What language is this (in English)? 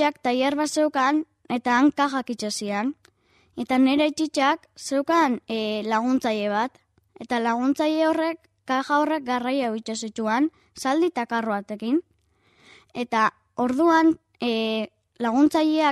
Basque